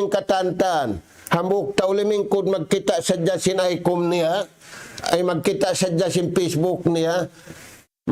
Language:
Tausug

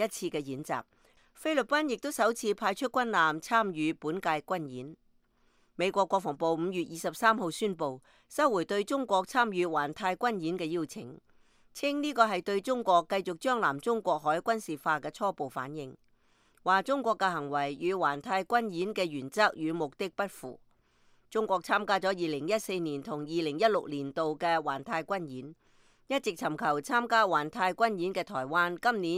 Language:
Cantonese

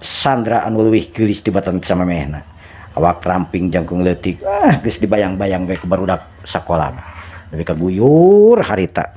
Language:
Sundanese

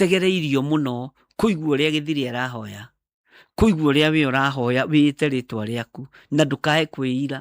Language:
Kikuyu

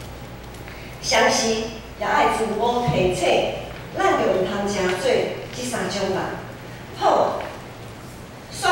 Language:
Min Nan Chinese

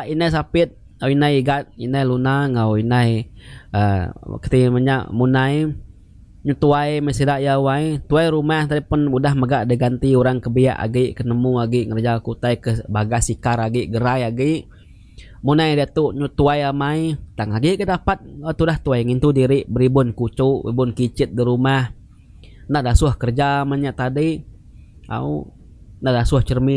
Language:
Iban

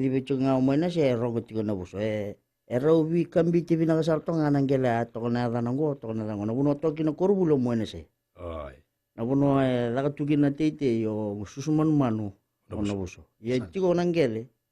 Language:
Fijian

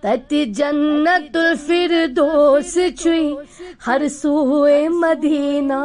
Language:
Kashmiri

